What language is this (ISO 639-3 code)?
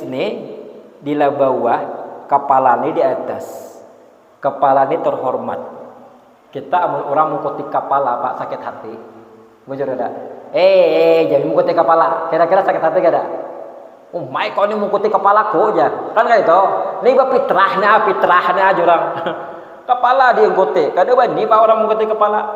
bjn